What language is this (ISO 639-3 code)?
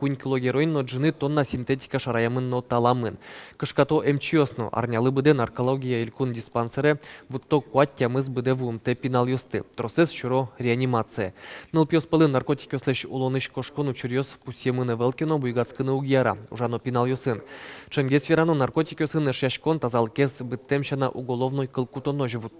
udm